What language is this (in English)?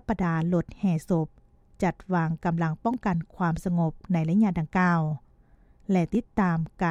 Lao